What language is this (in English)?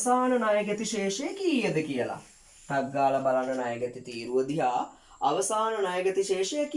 Sinhala